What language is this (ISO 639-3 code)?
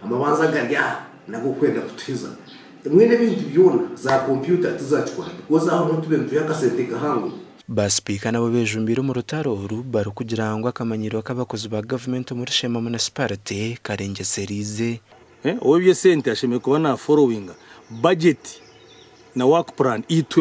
nyn